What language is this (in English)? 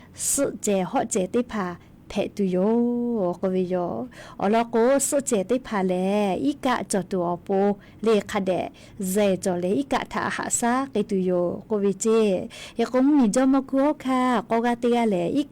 Lahu